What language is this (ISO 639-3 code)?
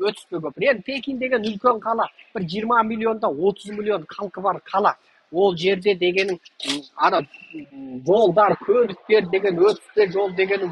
kaz